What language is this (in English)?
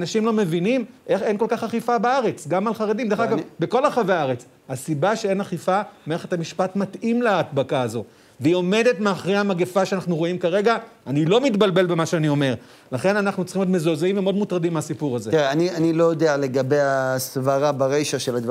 Hebrew